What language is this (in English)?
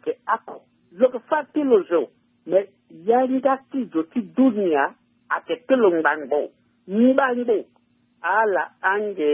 Sango